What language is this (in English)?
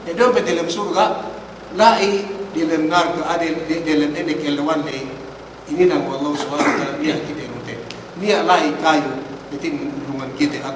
Yakan